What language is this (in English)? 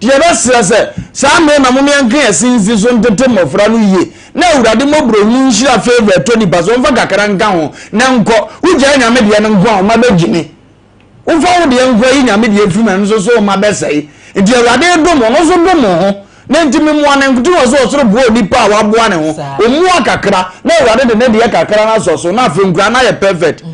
Akan